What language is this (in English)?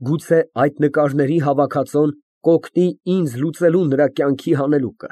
Armenian